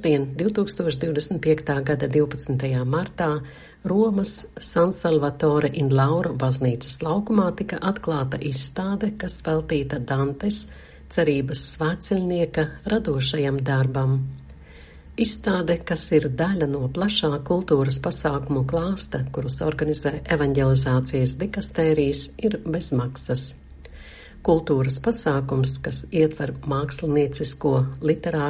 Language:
Latvian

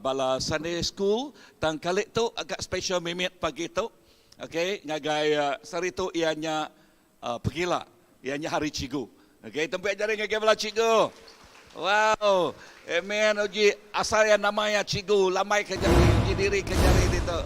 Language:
Iban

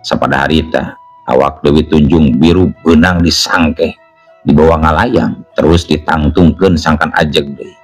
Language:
Sundanese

